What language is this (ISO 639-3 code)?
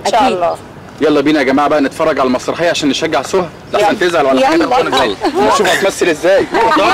arz